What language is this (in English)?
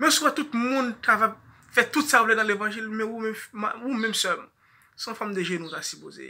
Haitian Creole